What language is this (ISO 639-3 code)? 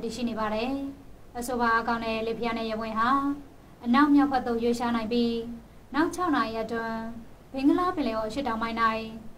mya